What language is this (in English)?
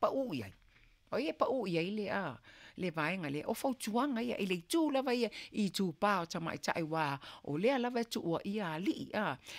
Samoan